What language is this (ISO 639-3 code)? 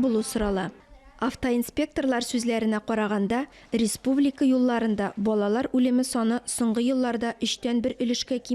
tat